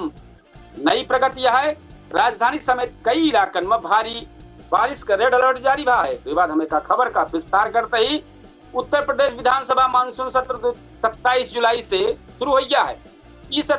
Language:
Awadhi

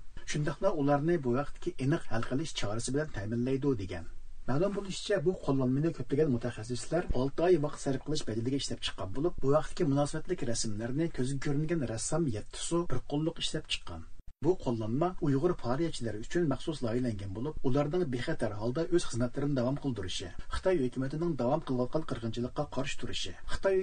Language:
Uyghur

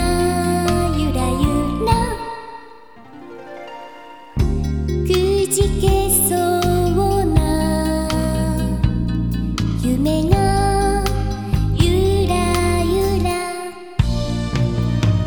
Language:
Japanese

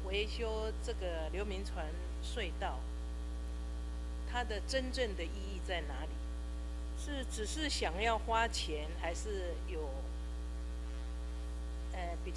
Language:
Chinese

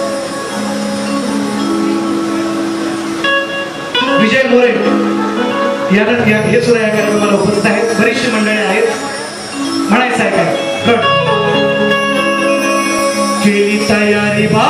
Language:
Marathi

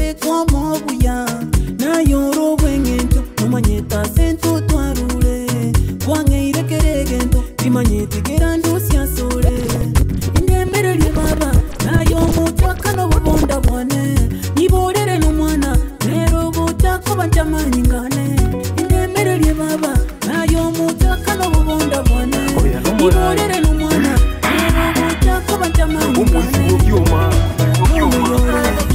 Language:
Gusii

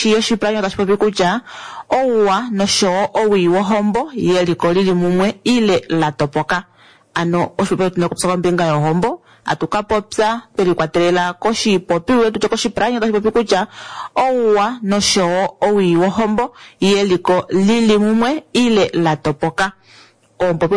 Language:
Kuanyama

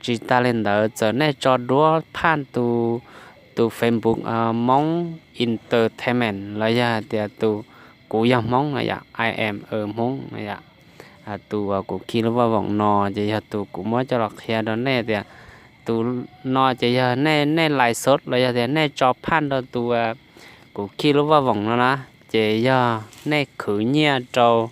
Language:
Hmong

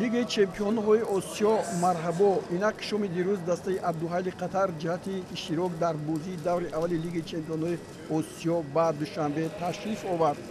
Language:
Tajik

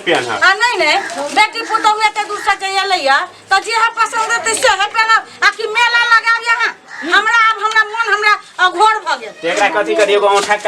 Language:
Maithili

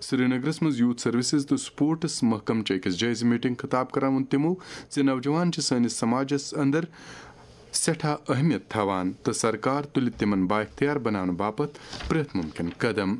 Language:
Kashmiri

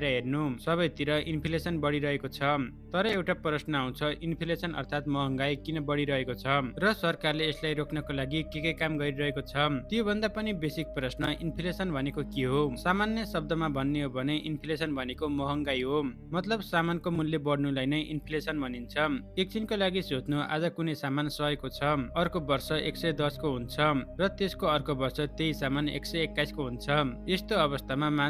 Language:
Nepali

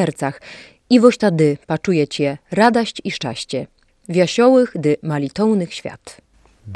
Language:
Belarusian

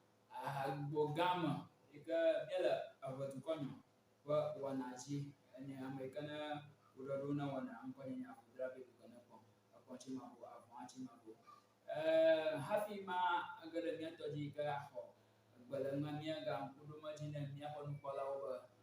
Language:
Ewe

